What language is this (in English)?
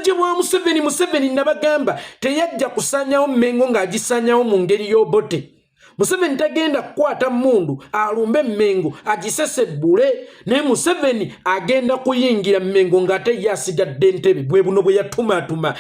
Ganda